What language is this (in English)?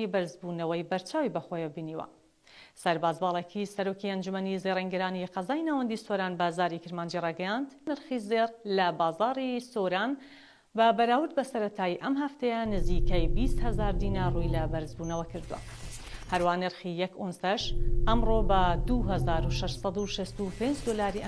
Central Kurdish